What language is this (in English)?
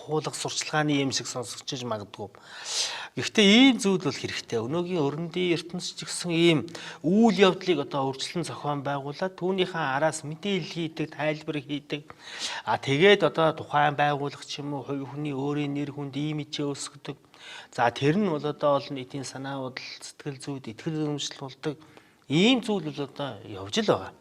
Mongolian